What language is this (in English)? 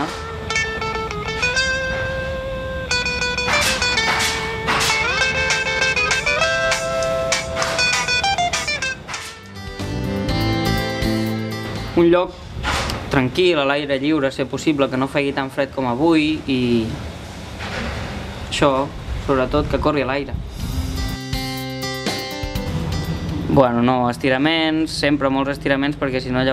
Catalan